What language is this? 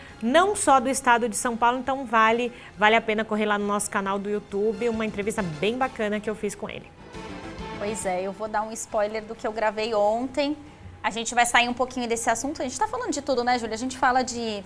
Portuguese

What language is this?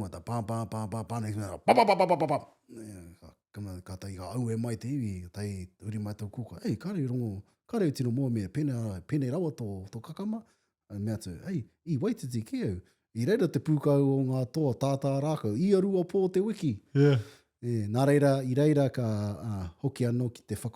Māori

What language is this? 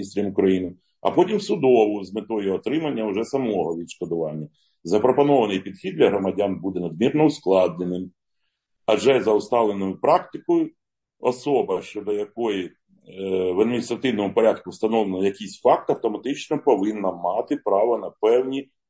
Ukrainian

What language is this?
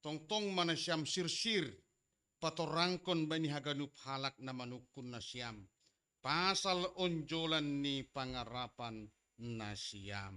Batak Simalungun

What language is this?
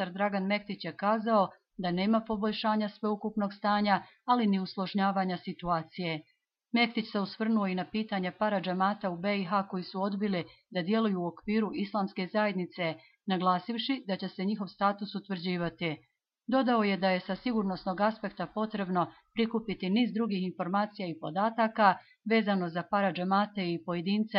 Bosnian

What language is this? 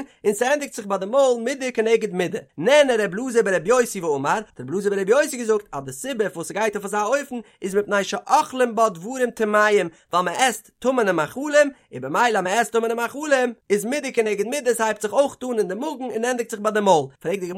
Yiddish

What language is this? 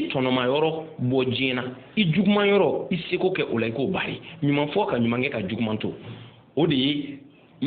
Bambara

